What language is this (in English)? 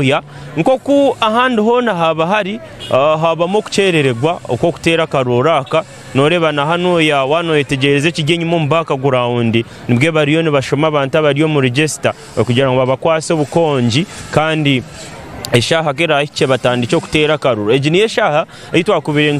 Nyankole